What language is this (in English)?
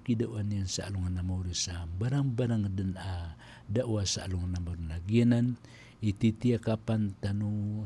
Maranao